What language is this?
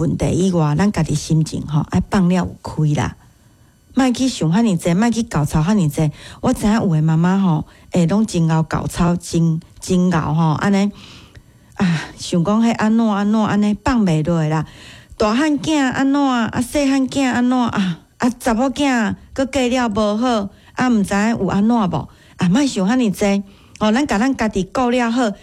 Min Nan Chinese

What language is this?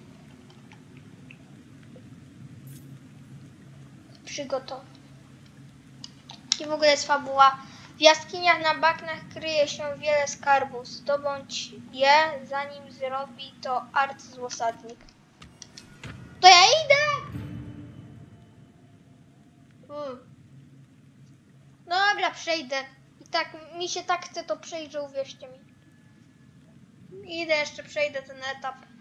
Polish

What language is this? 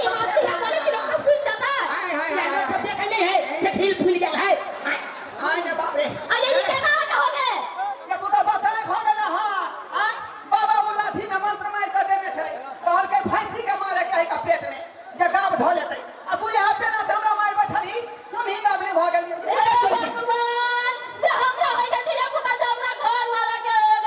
Maithili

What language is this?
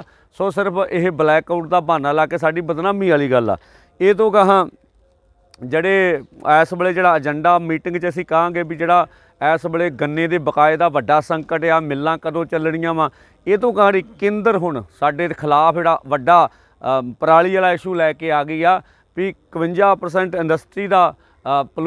Punjabi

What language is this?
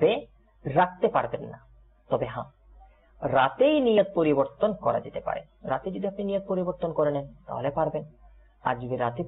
Bangla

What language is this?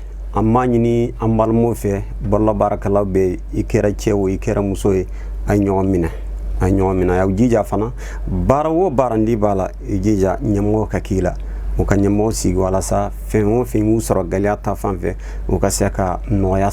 Bambara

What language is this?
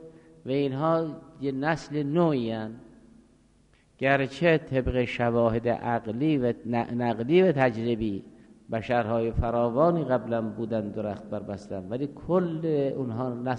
Persian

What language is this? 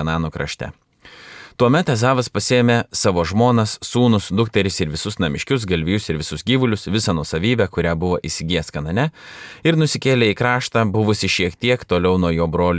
Lithuanian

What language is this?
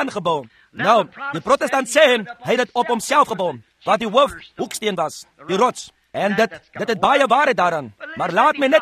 Afrikaans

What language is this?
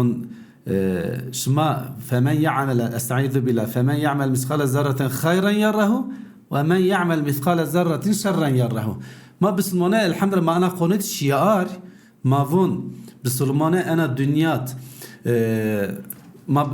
Zaza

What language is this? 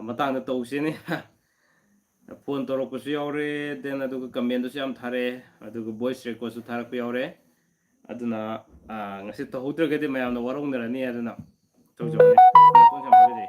Manipuri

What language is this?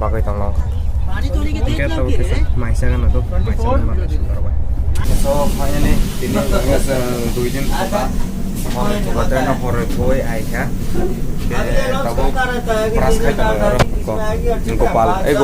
Kok Borok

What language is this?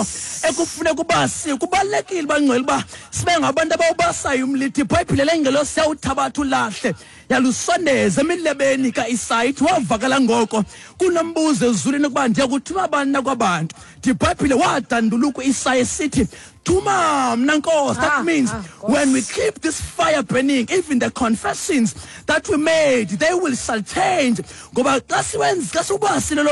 Xhosa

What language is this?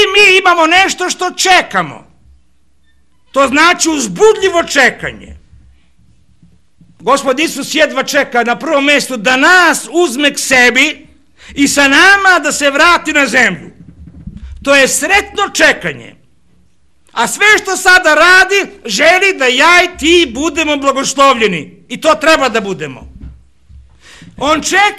Serbian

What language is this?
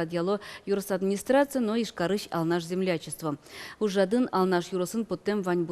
Udmurt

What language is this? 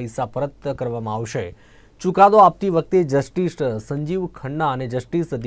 Gujarati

